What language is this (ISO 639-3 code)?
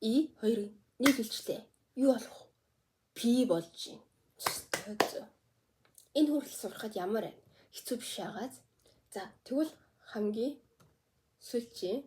mon